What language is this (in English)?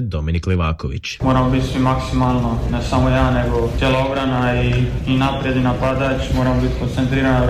Croatian